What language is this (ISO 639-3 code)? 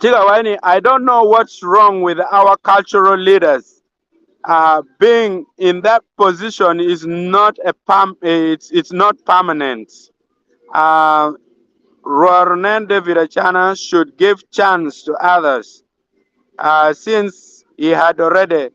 ach